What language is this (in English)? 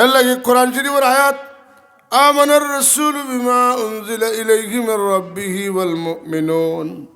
Sylheti